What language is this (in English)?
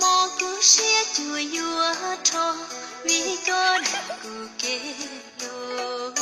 Hmong